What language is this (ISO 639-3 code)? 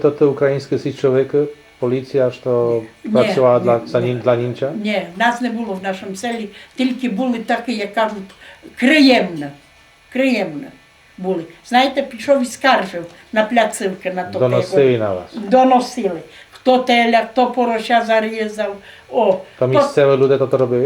rue